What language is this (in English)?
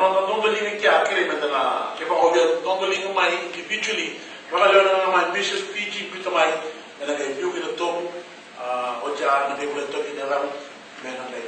Fijian